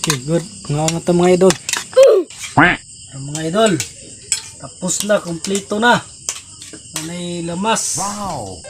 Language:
Cebuano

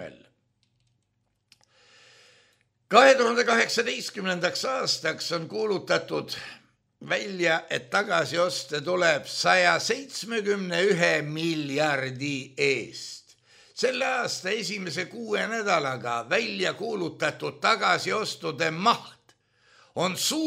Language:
Estonian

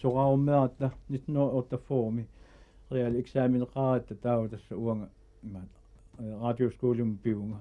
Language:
Kalaallisut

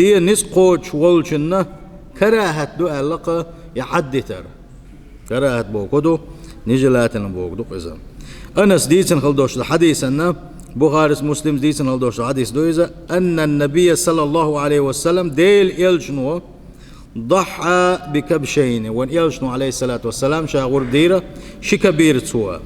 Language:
Chechen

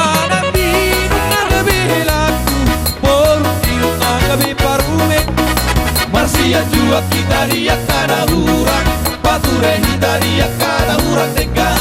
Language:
Batak Toba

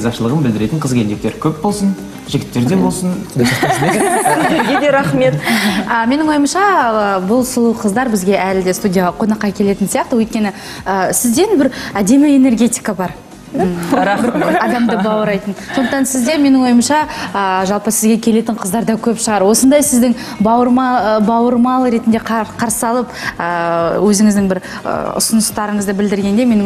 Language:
Kazakh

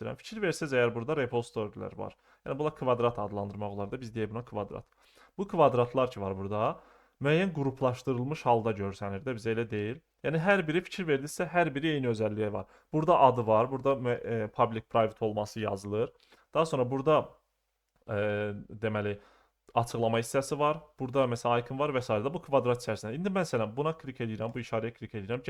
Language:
Azerbaijani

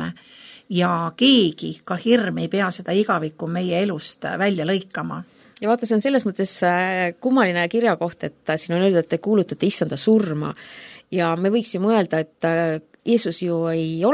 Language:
Estonian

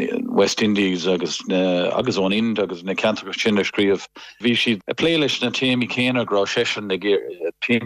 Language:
Irish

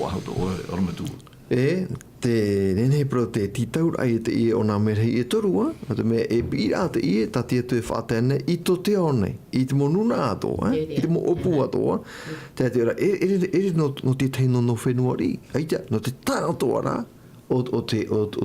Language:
Tahitian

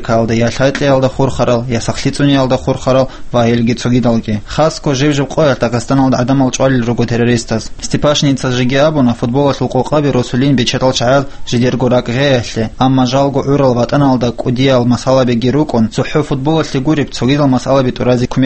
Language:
Avaric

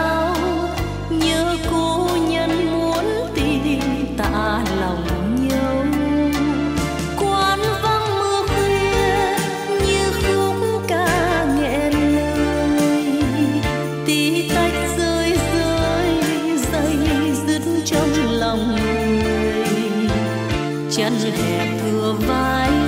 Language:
Vietnamese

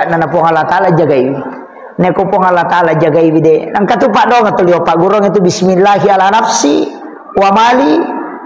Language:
Buginese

